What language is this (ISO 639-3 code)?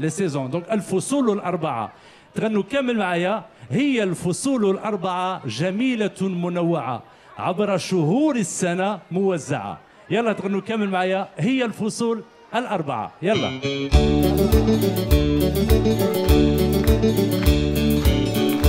arq